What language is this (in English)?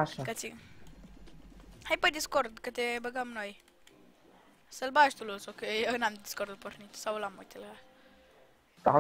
Romanian